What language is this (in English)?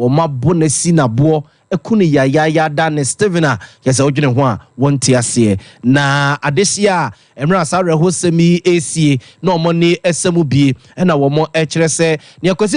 Akan